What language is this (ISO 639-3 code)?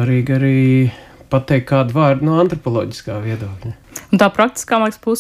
lav